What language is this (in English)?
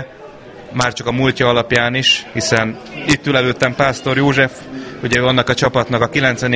Hungarian